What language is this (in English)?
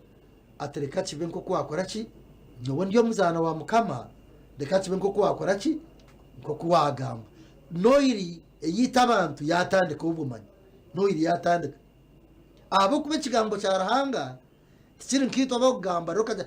Nyankole